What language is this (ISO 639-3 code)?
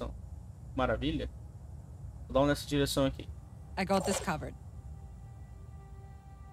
por